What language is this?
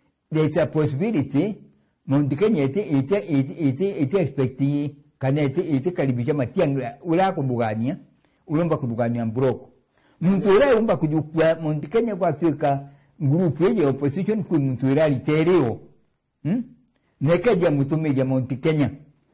Meru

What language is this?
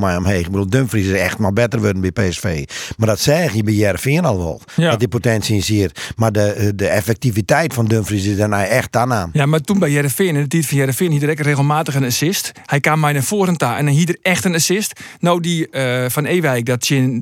Western Frisian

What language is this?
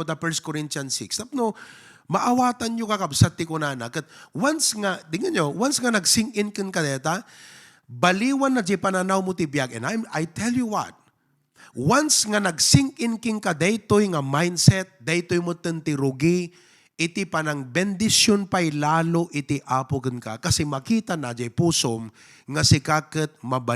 Iloko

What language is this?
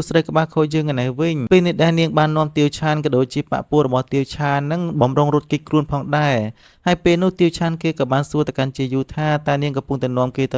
Khmer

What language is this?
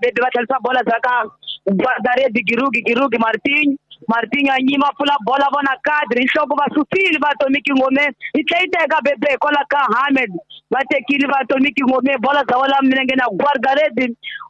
Tsonga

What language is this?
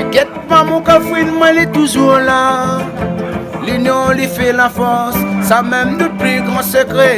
Réunion Creole French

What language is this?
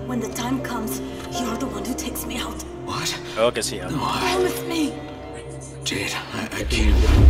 Indonesian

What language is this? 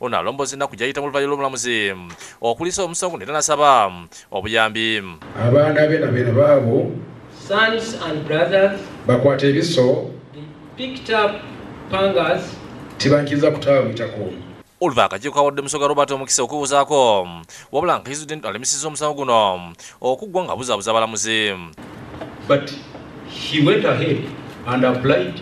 Ganda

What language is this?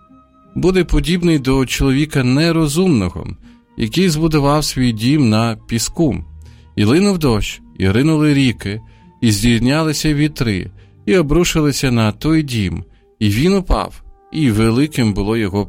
Ukrainian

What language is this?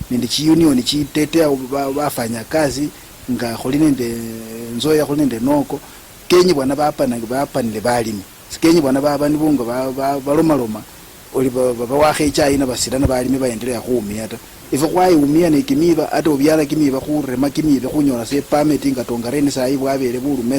Luyia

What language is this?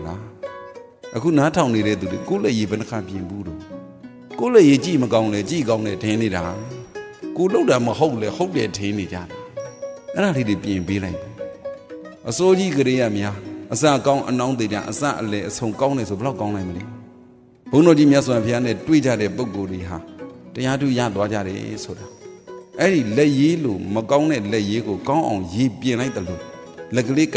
Burmese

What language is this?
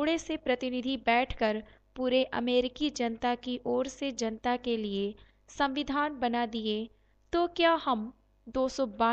Hindi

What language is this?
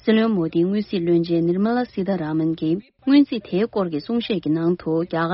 Tibetan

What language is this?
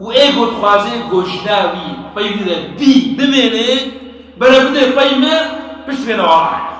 Kurdish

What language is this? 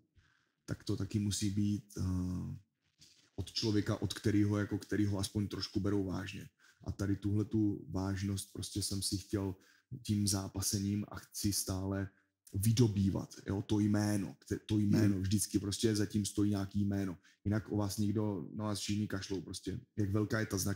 Czech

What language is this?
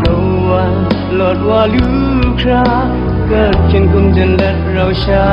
Kachin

